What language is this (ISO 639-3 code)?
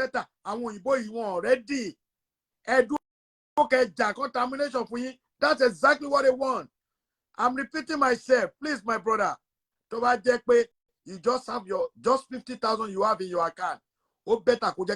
yor